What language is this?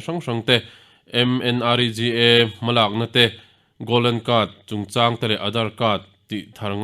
Mizo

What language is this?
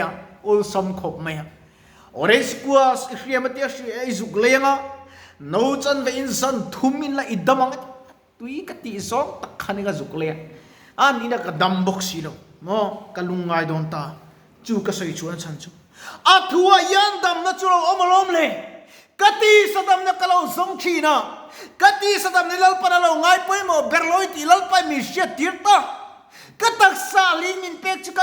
Mizo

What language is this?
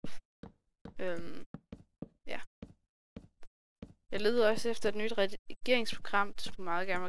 Danish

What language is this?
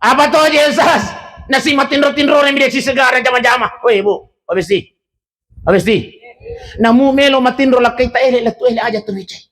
Buginese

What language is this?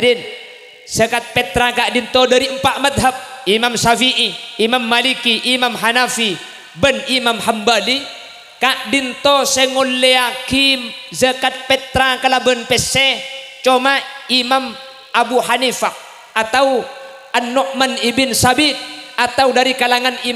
Madurese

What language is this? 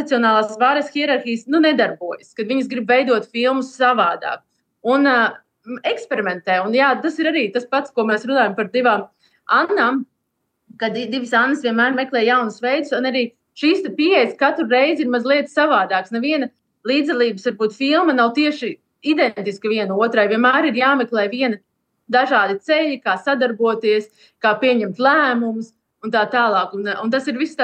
Latvian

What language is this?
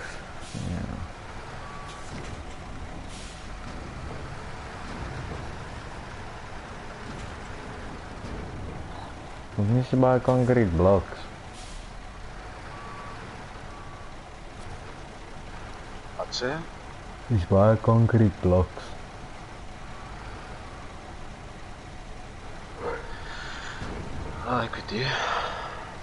Afrikaans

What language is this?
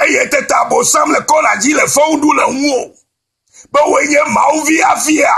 Ewe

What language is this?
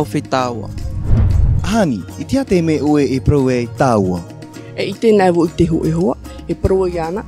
Tahitian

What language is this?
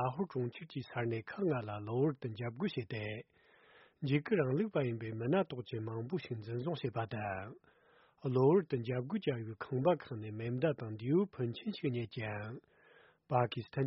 Tibetan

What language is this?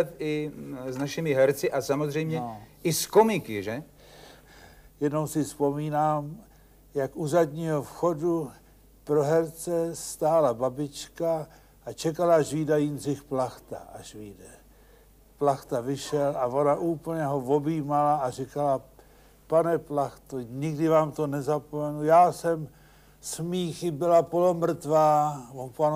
Czech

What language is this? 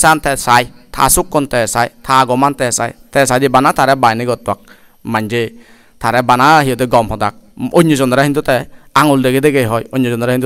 Chakma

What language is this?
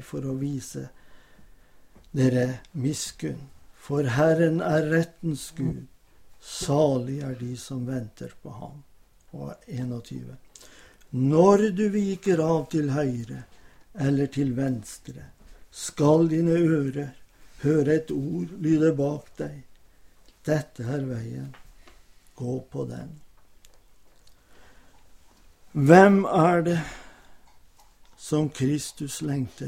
Norwegian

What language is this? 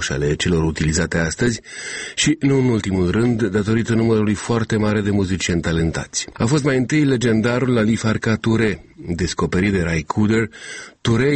Romanian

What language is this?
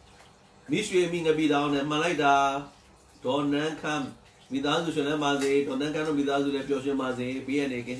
Burmese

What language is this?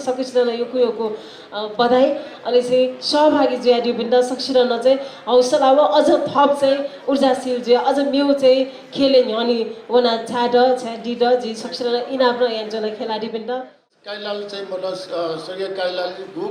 Newari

